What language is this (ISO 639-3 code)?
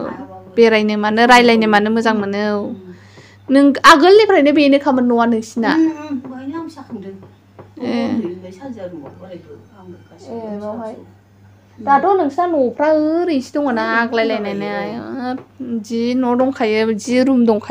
brx